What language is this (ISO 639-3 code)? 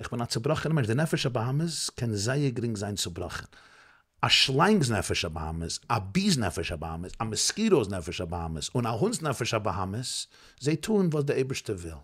yid